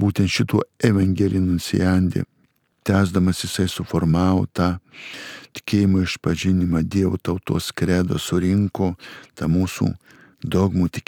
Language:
Lithuanian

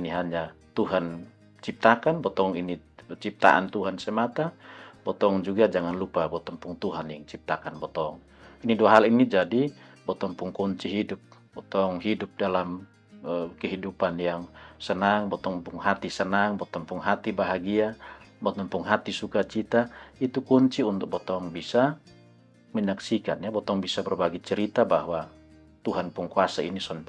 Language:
Kupang Malay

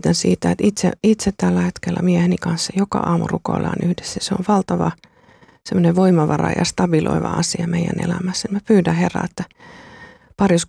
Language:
Finnish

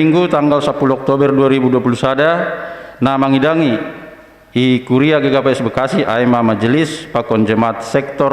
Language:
Batak Simalungun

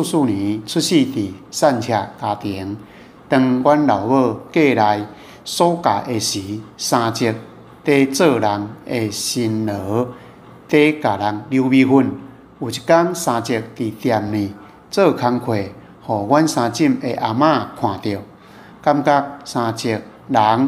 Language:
Min Nan Chinese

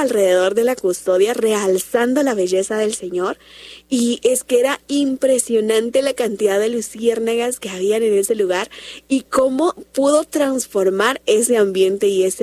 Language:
Spanish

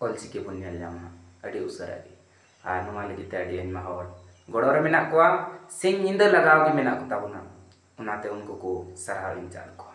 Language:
Santali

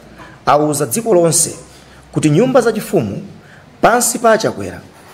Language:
Nyanja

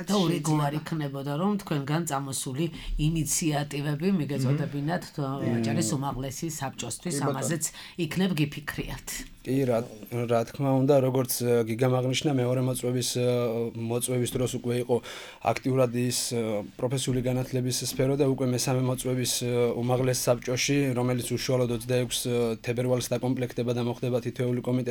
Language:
Georgian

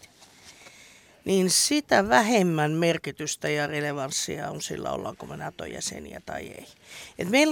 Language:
Finnish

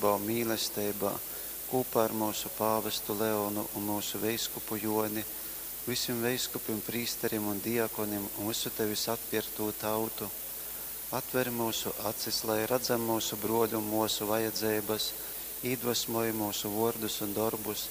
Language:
Latgalian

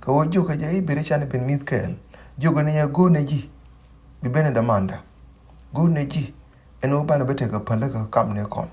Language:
Nuer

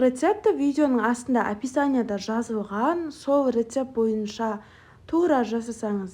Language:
Kazakh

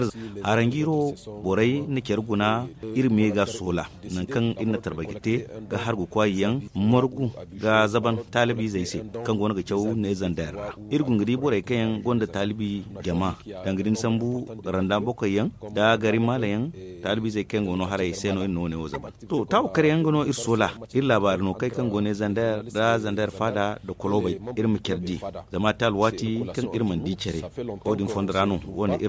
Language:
Zarma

